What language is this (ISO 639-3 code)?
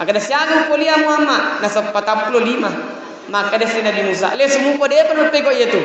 bug